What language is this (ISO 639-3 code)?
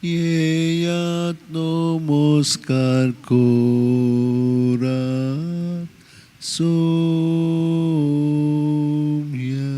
kok